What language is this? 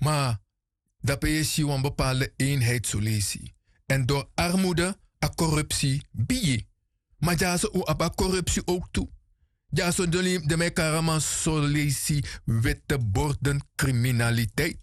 Sranan Tongo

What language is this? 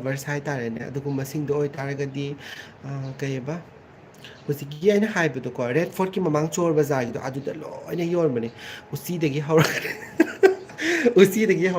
Manipuri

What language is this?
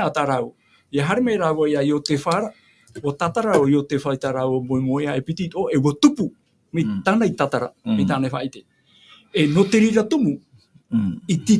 Tahitian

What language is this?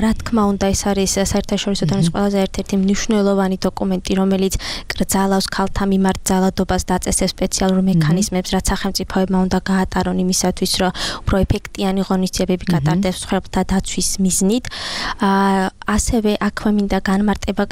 Georgian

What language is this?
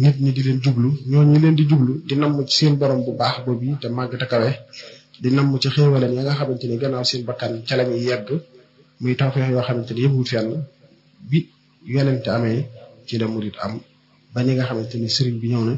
Wolof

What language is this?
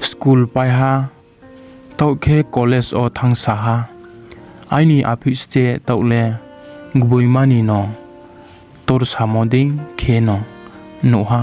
Riang (India)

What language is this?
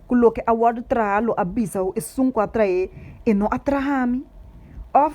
Papiamento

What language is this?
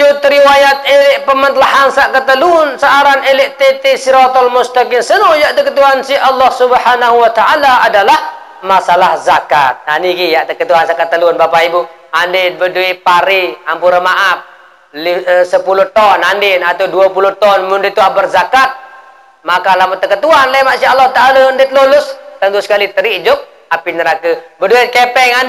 Sasak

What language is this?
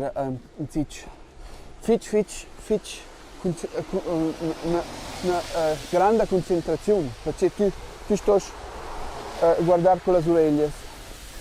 Romansh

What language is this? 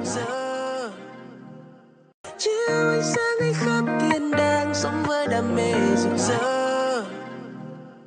Vietnamese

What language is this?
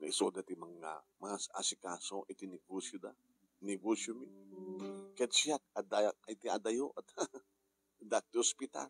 Iloko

